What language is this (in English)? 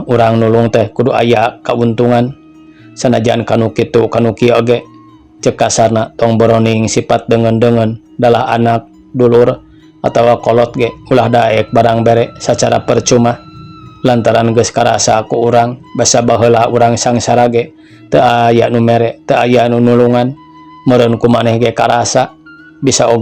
Sundanese